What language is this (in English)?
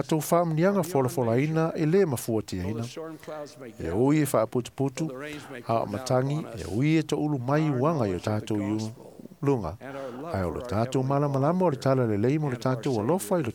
Samoan